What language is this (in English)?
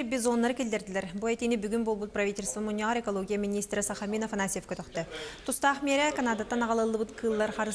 Yakut